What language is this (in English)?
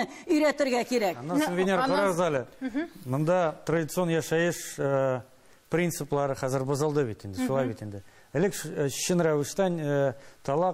Tatar